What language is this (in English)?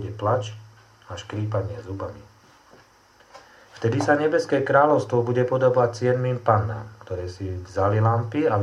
Slovak